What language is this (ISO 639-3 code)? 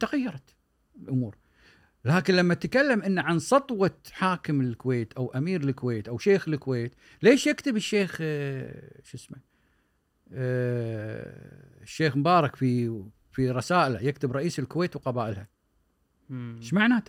afb